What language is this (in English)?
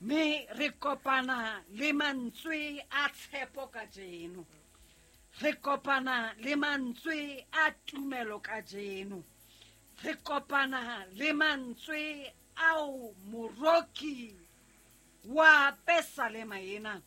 Southern Sotho